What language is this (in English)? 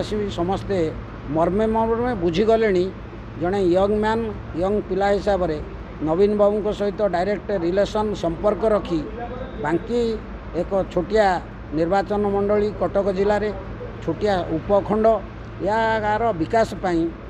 Odia